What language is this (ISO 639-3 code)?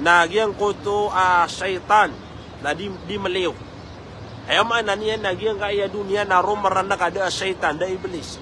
mrw